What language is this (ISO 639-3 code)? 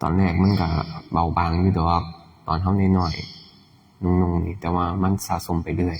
lao